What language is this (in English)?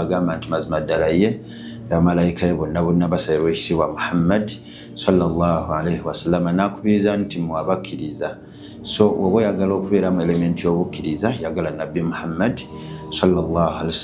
Ganda